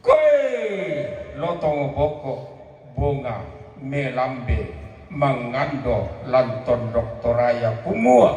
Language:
Toraja-Sa'dan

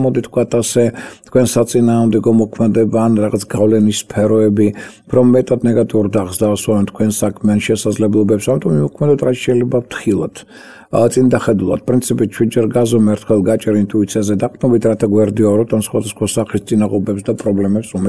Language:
Georgian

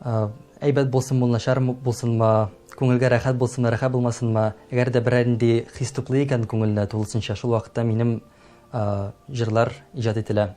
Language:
Tatar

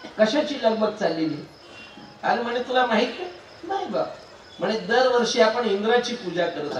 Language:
Marathi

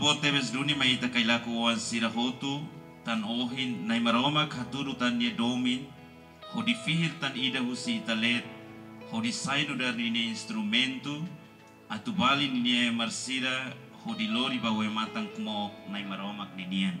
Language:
Tetum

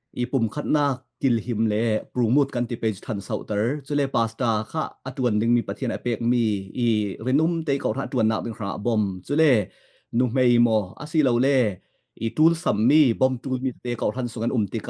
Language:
Falam Chin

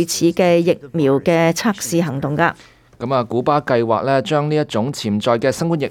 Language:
Cantonese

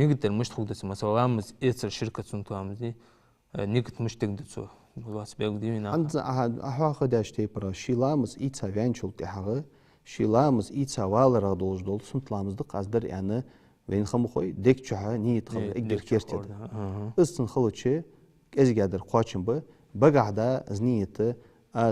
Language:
Ingush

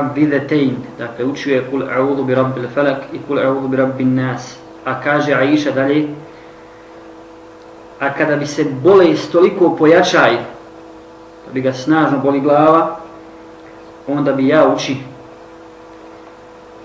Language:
Bosnian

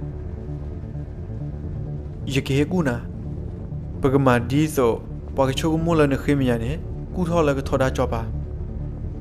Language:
S'gaw Karen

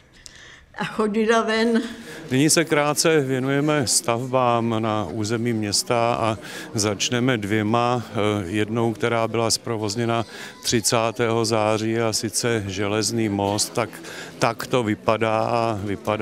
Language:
Czech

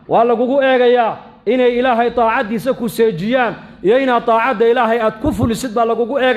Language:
Somali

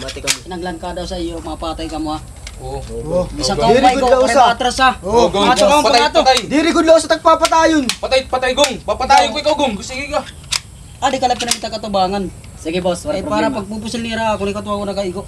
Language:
Waray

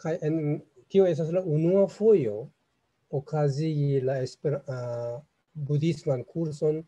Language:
Esperanto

